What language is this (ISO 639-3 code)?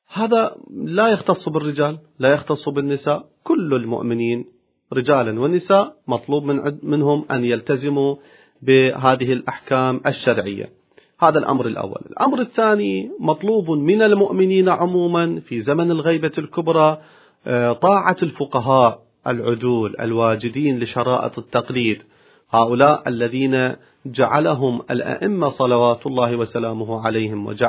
ara